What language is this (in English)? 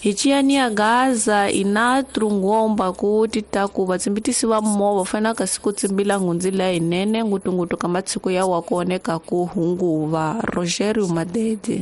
Tsonga